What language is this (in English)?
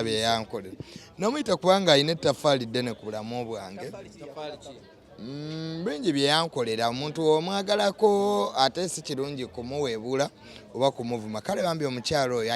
Ganda